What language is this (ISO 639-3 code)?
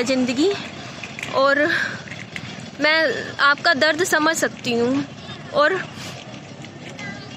hin